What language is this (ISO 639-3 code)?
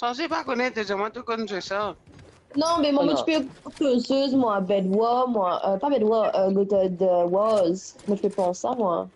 mfe